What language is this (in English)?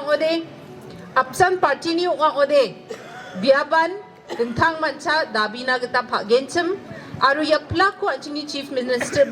Garo